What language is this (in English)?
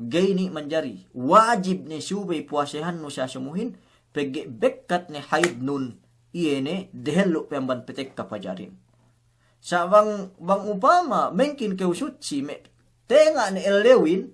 Yakan